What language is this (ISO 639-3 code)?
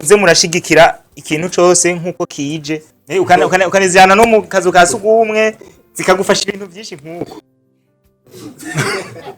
run